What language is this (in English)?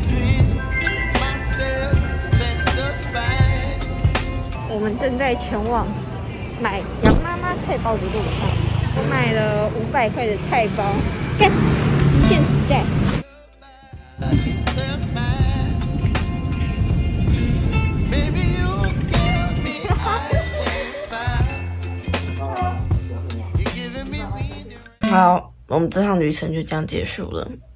Chinese